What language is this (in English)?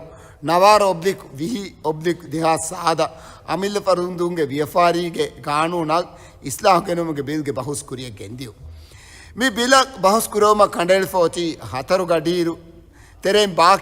Divehi